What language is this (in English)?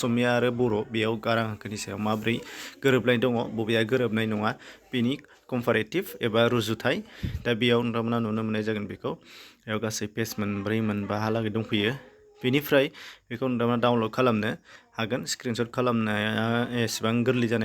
Bodo